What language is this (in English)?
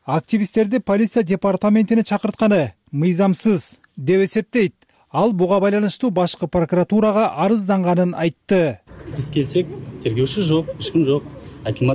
Kyrgyz